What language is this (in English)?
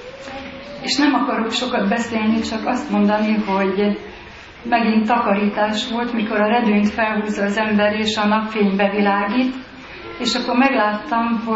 Hungarian